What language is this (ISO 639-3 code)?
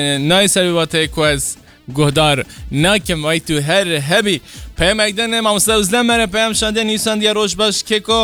kur